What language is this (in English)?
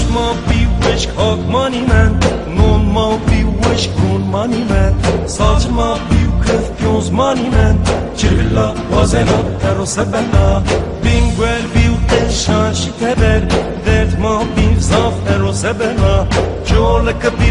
Zaza